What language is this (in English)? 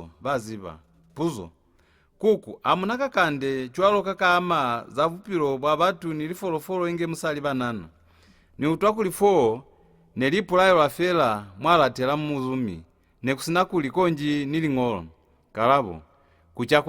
Lozi